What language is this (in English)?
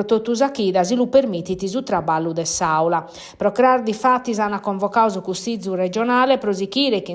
Sardinian